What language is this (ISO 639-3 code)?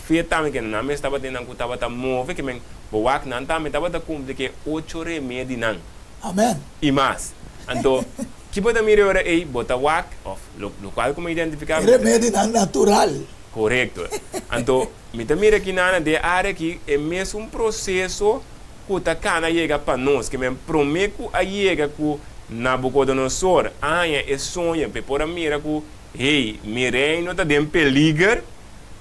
pap